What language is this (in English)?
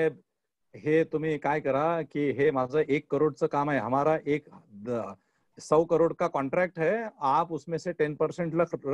Marathi